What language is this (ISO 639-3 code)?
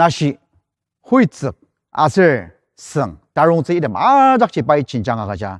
njo